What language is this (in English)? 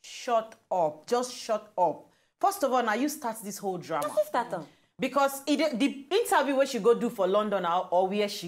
Nigerian Pidgin